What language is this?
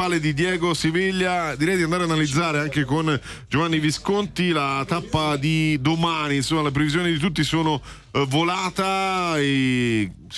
Italian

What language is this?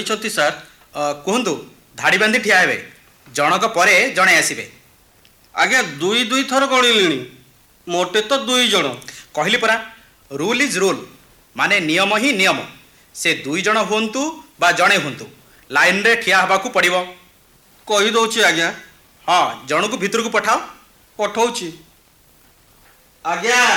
Odia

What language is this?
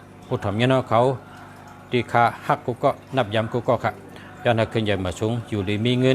Shan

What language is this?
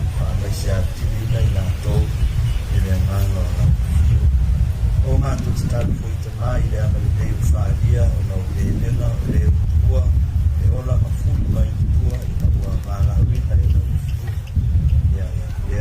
Samoan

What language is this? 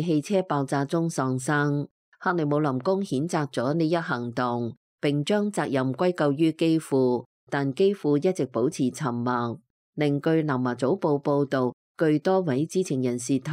Cantonese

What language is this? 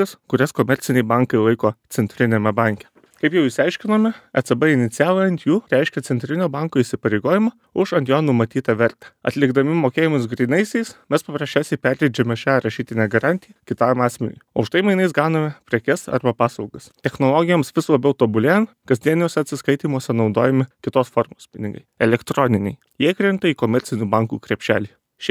Lithuanian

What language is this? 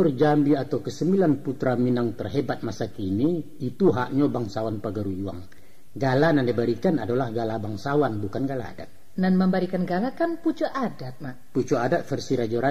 Minangkabau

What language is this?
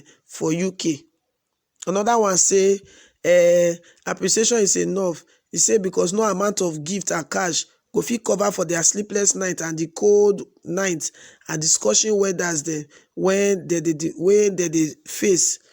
Nigerian Pidgin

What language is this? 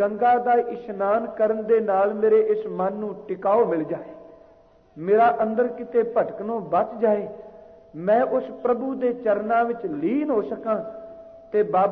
Punjabi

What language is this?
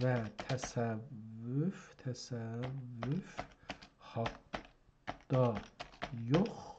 South Azerbaijani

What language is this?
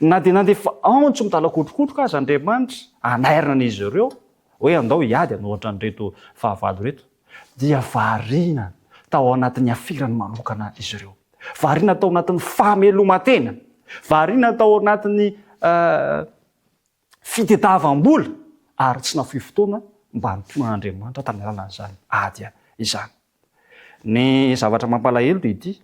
Malagasy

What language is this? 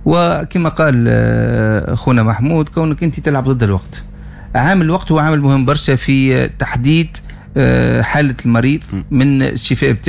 Tunisian Arabic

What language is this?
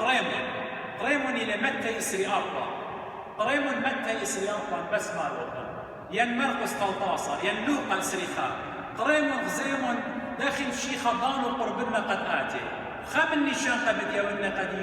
Assyrian Neo-Aramaic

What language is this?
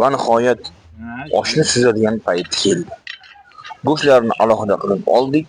Uzbek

